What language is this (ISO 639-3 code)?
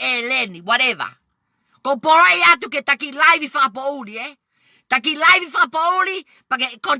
ton